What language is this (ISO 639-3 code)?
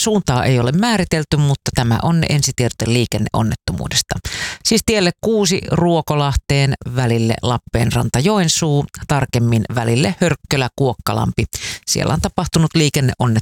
fin